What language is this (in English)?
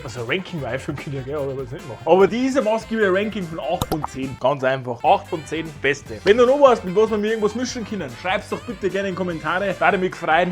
Bavarian